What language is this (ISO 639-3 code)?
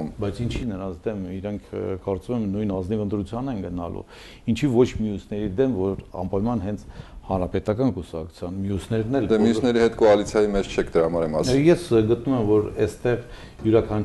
hye